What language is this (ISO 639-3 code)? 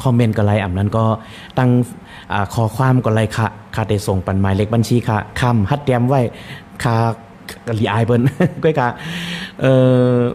shn